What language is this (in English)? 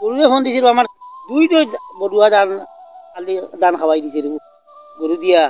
Sylheti